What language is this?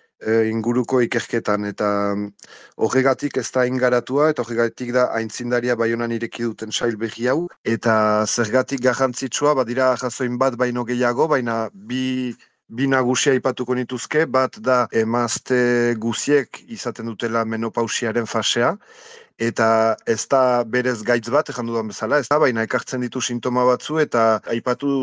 Basque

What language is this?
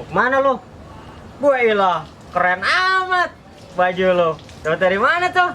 Betawi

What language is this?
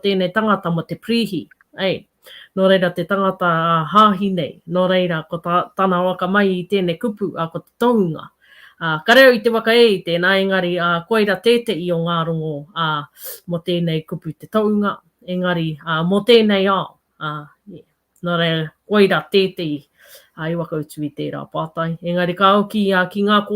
Māori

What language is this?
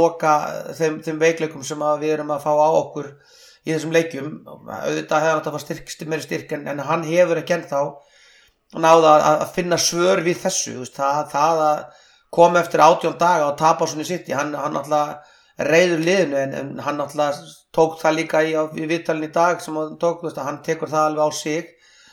Icelandic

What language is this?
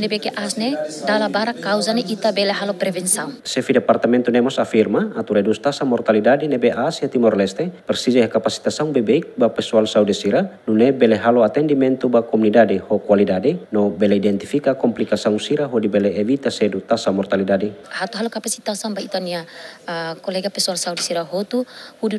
Tetum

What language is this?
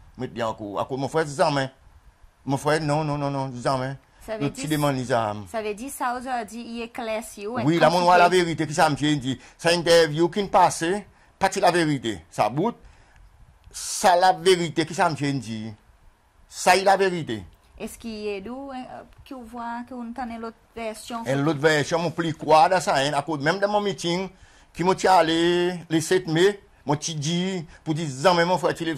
Seselwa Creole French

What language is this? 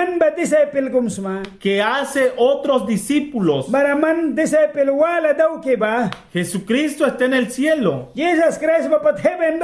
Mískito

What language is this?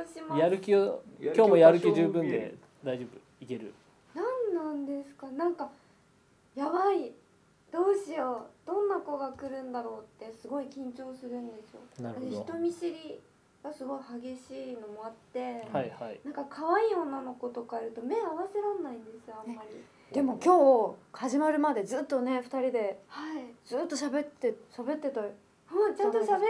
Japanese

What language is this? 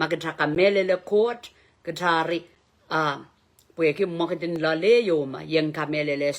Pohnpeian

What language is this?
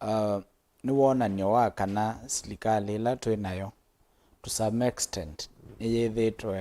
Kamba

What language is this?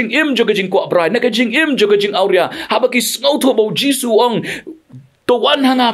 Khasi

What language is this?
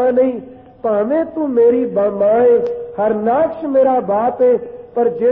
Punjabi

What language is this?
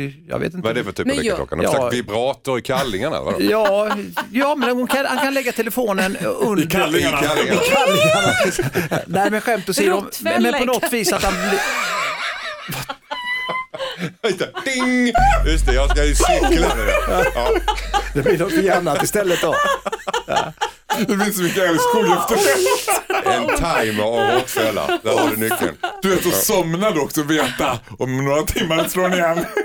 Swedish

